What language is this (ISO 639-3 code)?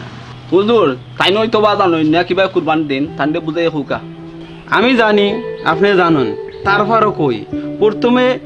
syl